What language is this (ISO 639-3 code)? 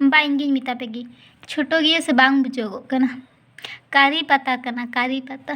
sat